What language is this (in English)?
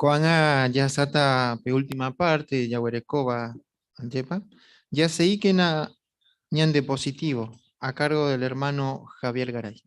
Guarani